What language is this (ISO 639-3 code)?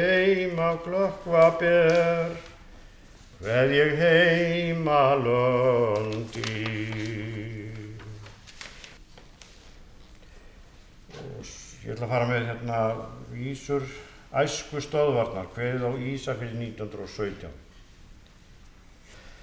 isl